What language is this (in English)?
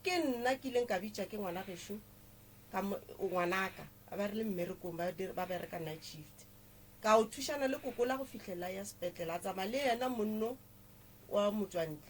Northern Sotho